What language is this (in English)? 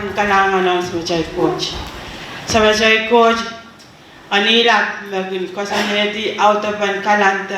Pohnpeian